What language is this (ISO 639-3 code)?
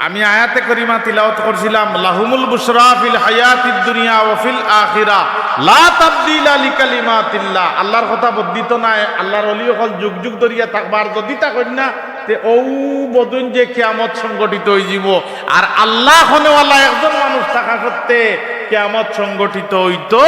syl